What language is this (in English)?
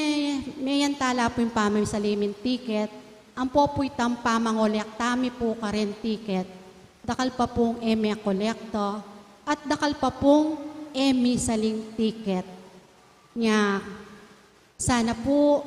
Pampanga